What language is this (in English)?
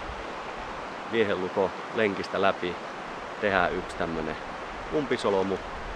Finnish